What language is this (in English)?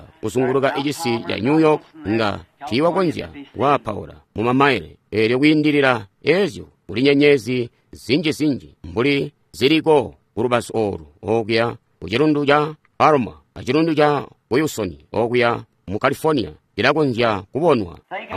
Tonga (Zambia)